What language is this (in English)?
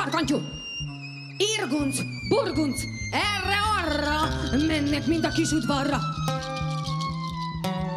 Hungarian